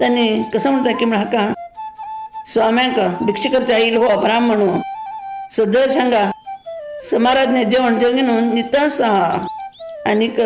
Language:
Konkani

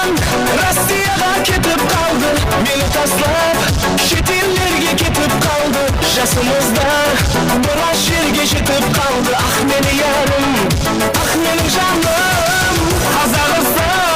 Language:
Kara-Kalpak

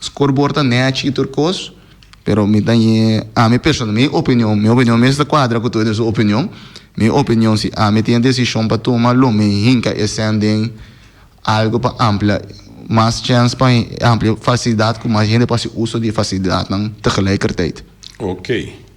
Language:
Papiamento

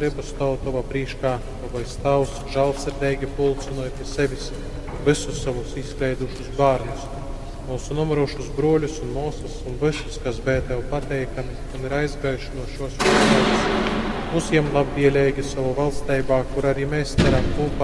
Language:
Latgalian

